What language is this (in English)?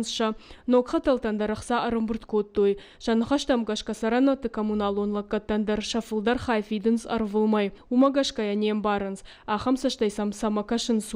Ossetic